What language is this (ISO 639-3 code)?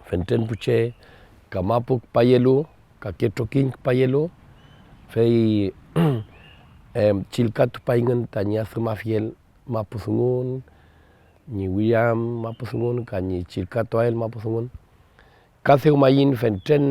arn